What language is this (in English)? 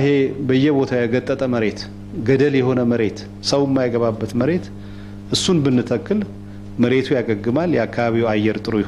Amharic